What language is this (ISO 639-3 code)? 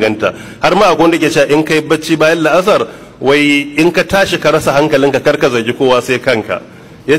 hau